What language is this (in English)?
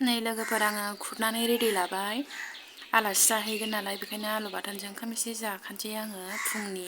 Bodo